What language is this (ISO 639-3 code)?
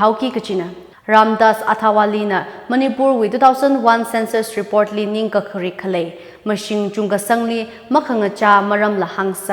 nmf